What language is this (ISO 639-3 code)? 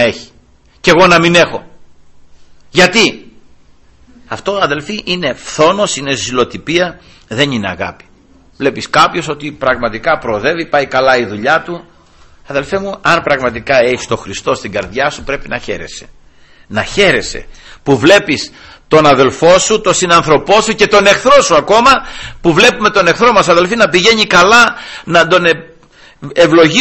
ell